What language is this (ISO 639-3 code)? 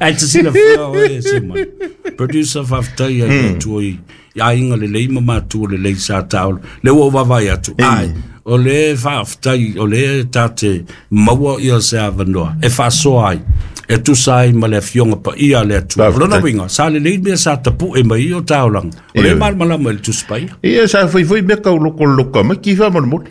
smo